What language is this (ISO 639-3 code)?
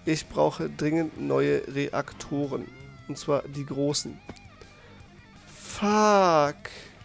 deu